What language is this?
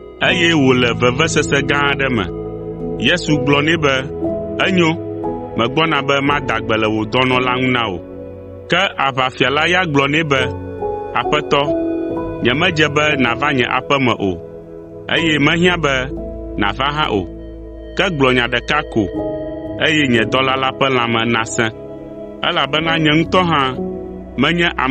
Ewe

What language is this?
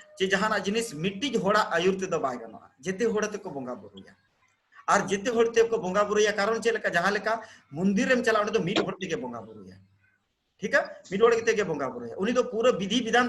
Santali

